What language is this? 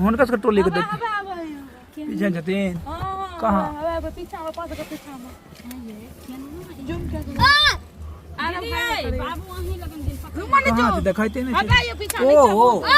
Maithili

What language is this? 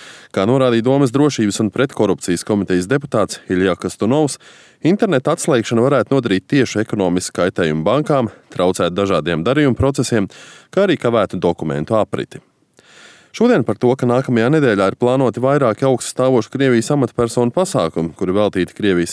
Latvian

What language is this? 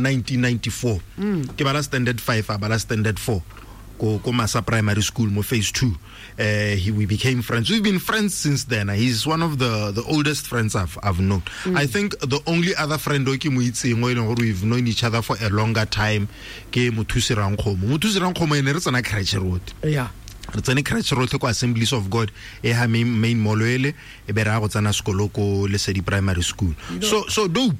Tswana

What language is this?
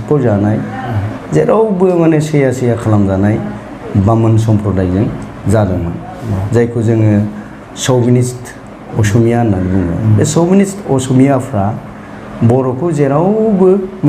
Bodo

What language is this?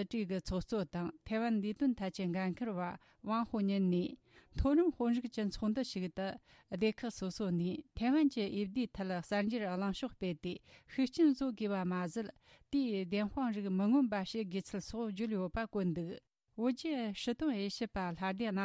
Tibetan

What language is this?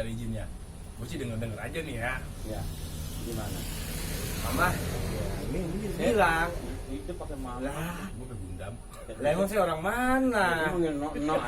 Betawi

